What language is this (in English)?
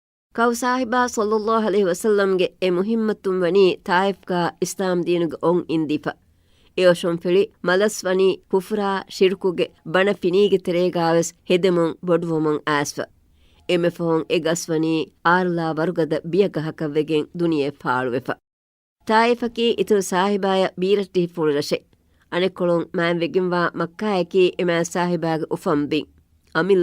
Divehi